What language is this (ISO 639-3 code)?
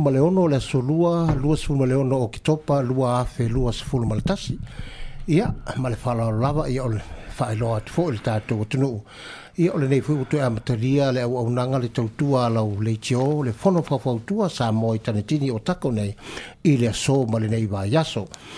smo